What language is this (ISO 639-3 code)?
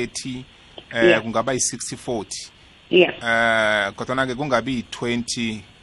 nbl